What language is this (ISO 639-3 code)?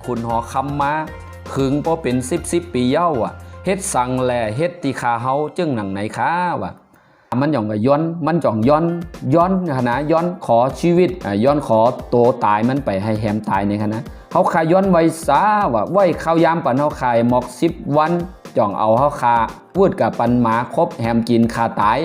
shn